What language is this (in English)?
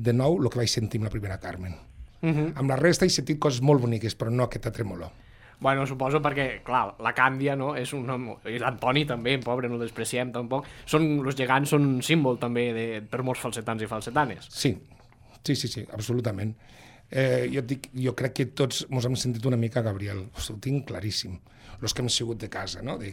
Catalan